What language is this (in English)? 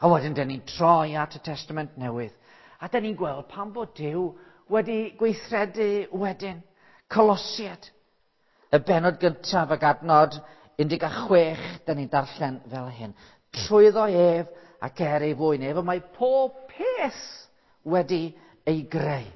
Welsh